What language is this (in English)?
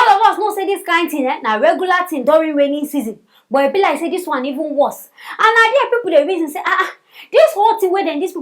Nigerian Pidgin